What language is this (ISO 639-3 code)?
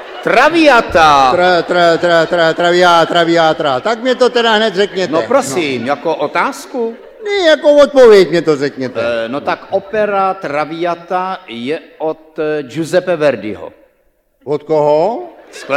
ces